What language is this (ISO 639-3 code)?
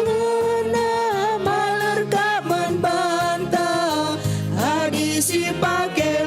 btx